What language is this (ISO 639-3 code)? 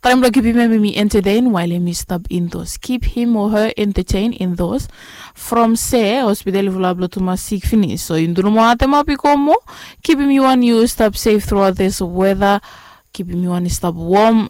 bis